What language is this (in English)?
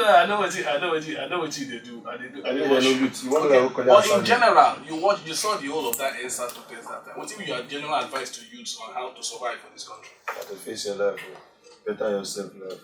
Nigerian Pidgin